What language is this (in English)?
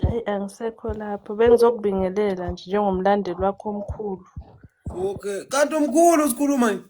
Zulu